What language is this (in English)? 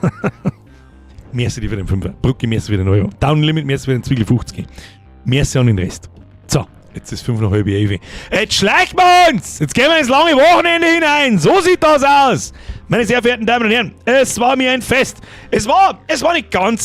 Bavarian